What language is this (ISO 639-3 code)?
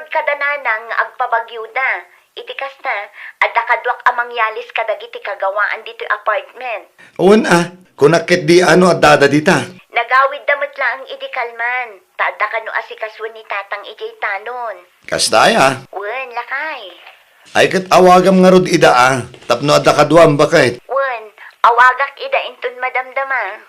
ilo